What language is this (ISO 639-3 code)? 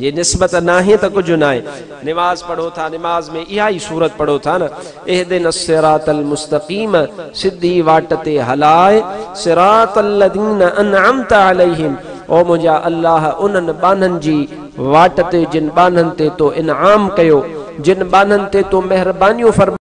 snd